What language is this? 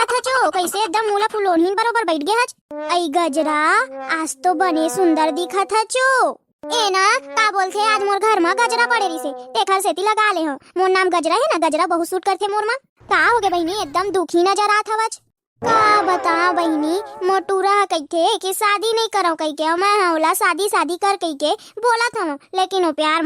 Chhattisgarhi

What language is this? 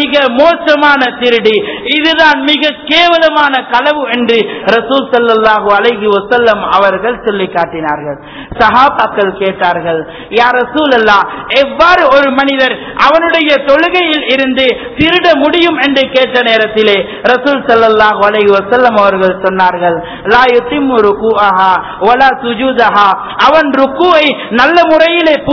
Tamil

